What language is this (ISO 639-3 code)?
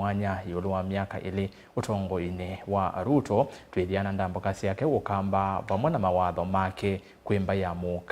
kam